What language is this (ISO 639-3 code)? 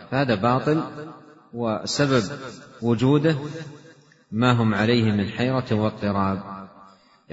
ara